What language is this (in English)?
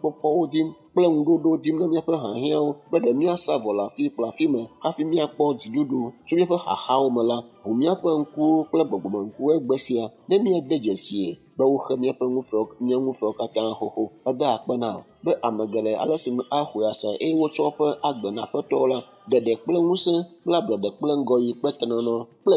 Ewe